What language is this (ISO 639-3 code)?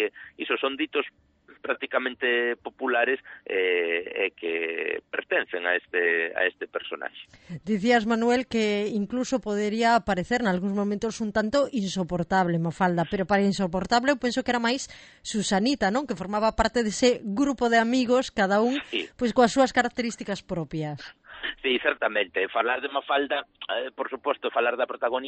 glg